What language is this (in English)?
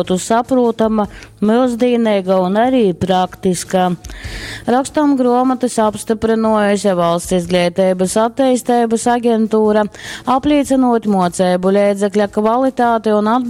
Latgalian